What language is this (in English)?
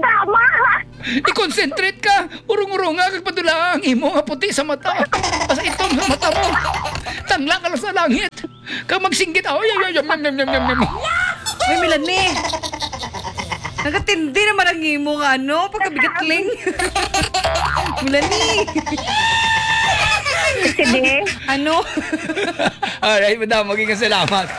Hiligaynon